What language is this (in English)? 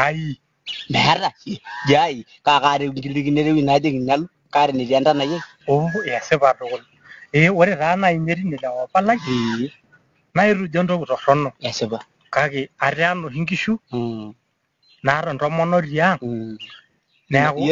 Masai